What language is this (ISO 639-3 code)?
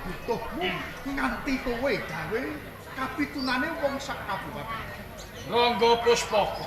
jav